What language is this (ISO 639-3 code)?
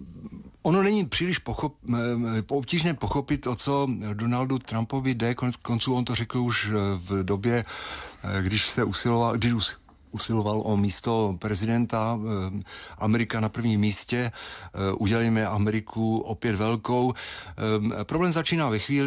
ces